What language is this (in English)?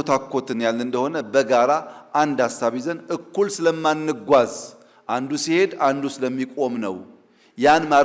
Amharic